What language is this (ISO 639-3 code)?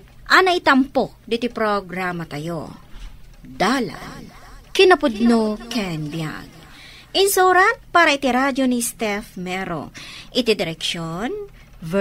ilo